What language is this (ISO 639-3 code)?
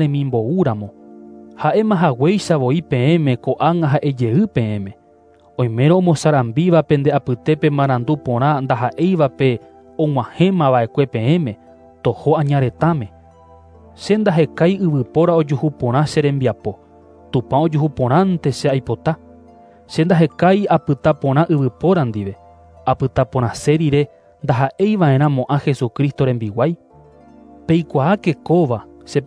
grn